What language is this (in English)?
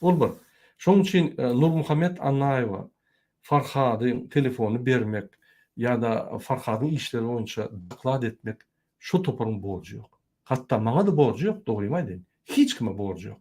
Turkmen